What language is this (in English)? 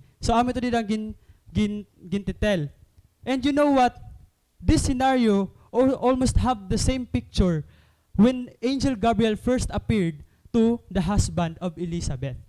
Waray